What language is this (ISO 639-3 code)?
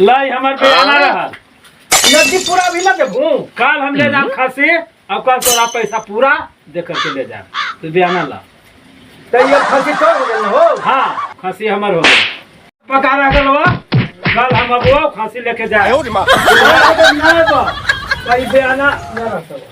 mag